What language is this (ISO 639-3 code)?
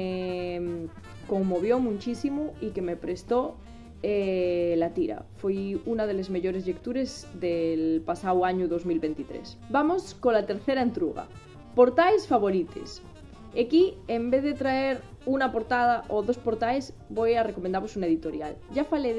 ast